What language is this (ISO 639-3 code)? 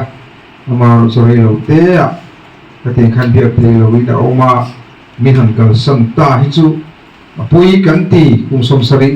lus